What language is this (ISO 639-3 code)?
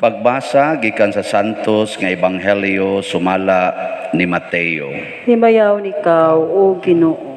ceb